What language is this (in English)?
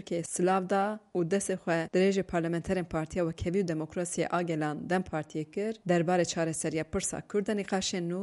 Kurdish